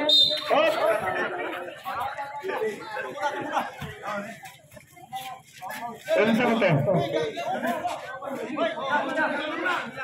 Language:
Filipino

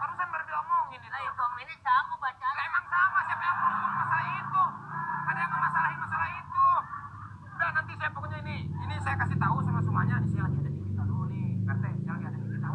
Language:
Betawi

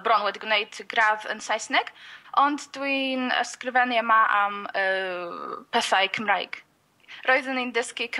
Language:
Welsh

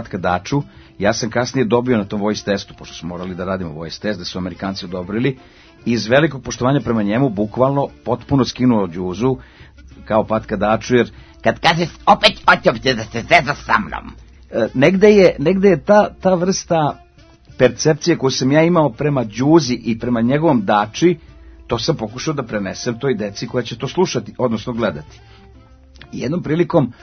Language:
Serbian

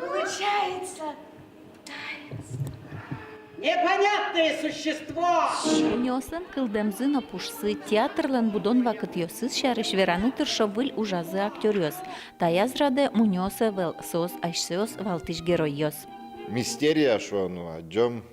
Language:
Udmurt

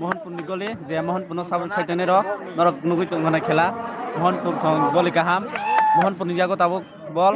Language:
Kok Borok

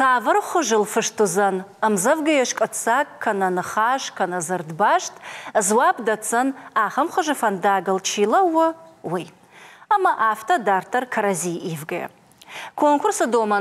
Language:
Ossetic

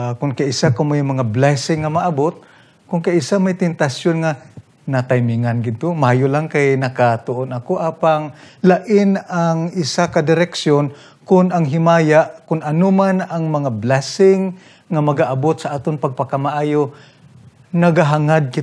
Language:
Hiligaynon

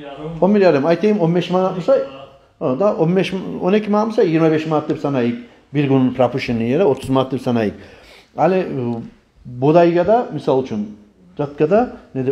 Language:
Kumyk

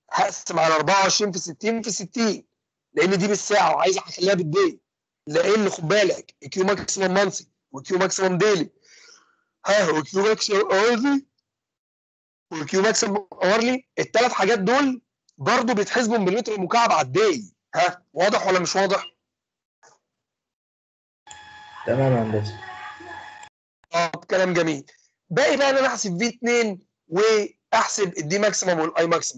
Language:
Egyptian Arabic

